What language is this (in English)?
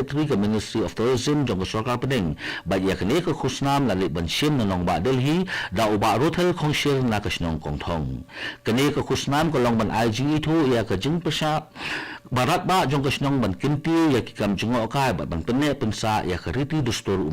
Khasi